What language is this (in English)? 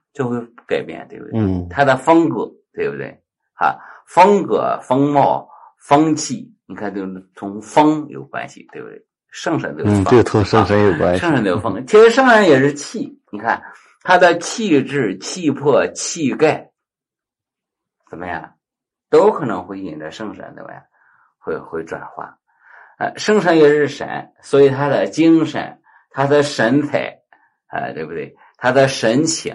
Chinese